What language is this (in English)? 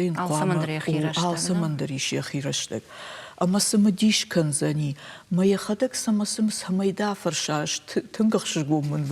Ossetic